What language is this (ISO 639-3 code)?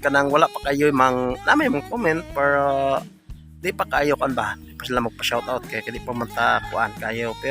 ceb